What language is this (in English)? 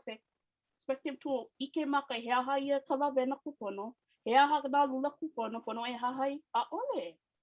Hawaiian